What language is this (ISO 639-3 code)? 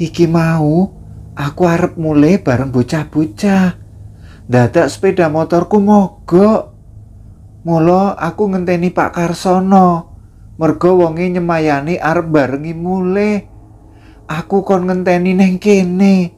jav